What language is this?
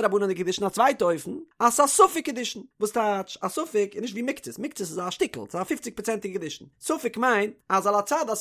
Yiddish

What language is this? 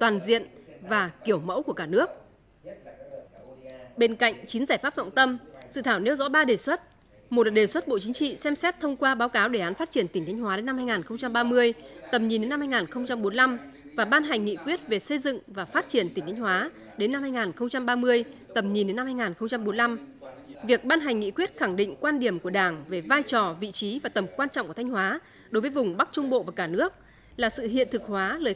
Vietnamese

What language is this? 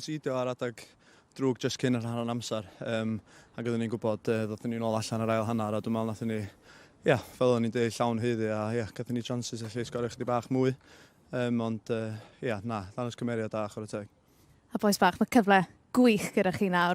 Welsh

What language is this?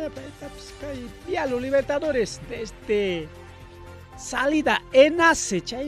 Ayacucho Quechua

